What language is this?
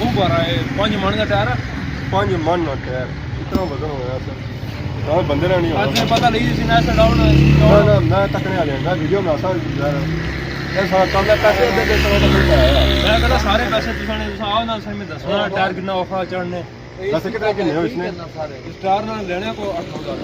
Pahari-Potwari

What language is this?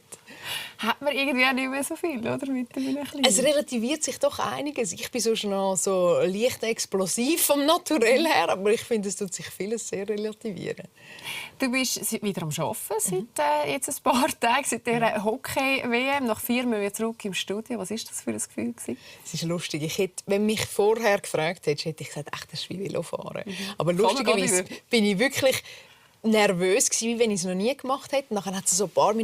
Swiss German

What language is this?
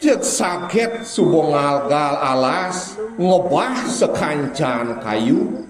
Balinese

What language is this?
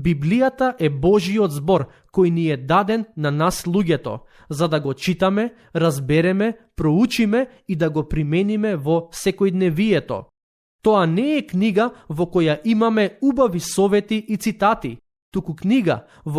Macedonian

